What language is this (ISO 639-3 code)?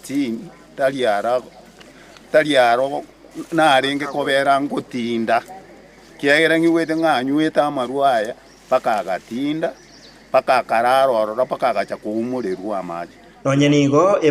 guz